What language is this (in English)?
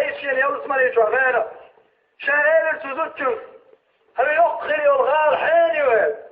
Chechen